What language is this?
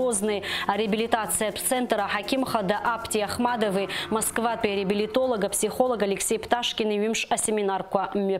Abkhazian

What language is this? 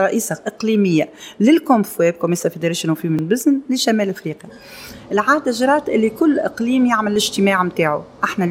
Tunisian Arabic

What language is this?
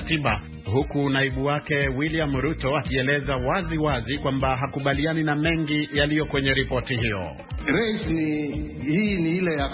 Swahili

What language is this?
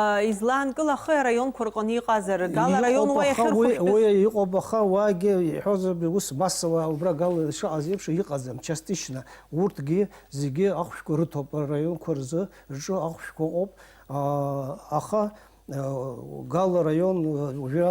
Abkhazian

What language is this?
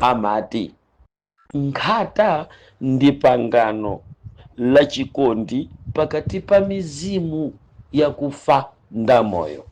Nyanja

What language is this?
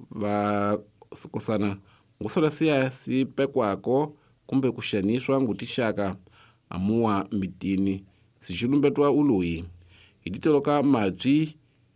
Tsonga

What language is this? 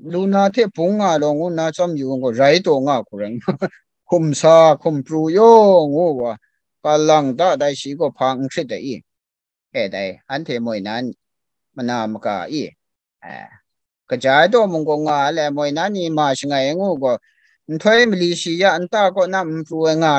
Kachin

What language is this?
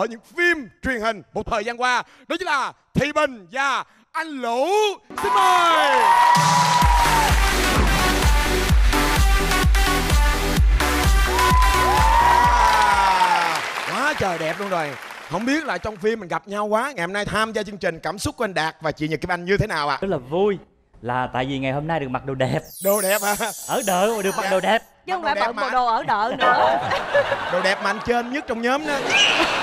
Vietnamese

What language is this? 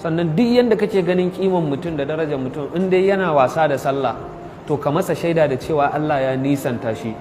Hausa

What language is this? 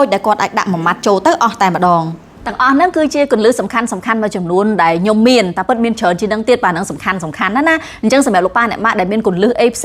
Khmer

